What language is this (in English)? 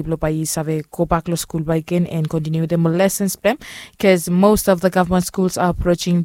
Bislama